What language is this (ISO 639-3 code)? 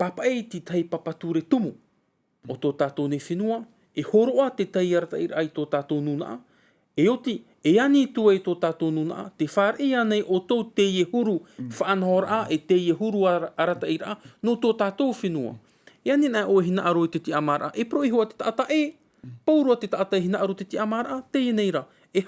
tah